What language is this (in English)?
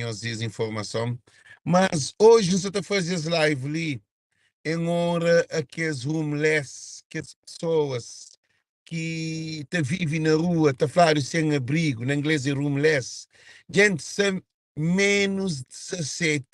Kabuverdianu